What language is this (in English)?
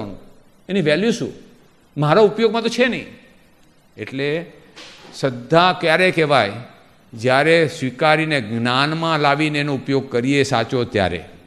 Gujarati